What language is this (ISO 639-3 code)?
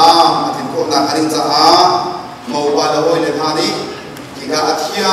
cnh